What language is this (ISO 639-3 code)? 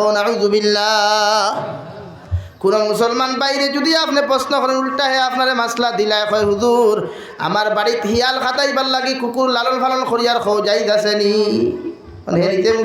syl